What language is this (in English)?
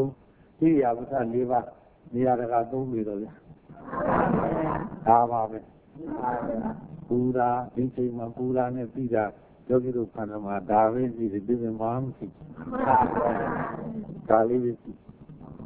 Burmese